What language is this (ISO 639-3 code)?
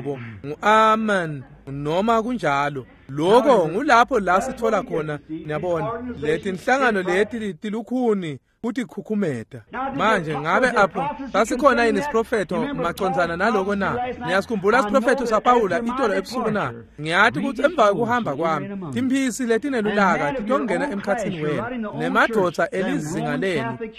ssw